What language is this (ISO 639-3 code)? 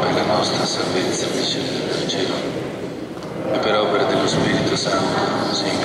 ita